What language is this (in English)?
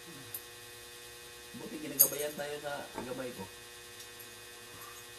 Filipino